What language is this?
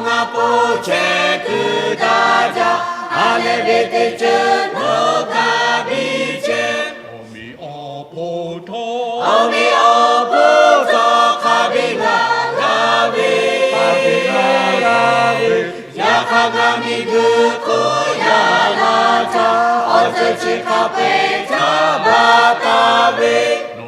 Lahu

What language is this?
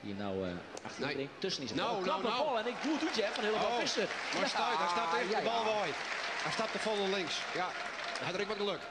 Western Frisian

